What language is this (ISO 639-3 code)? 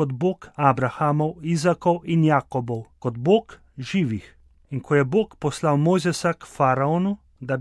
slv